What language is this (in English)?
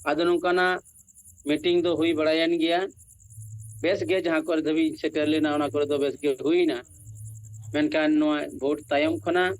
Santali